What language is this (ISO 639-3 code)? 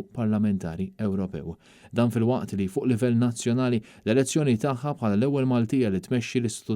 mlt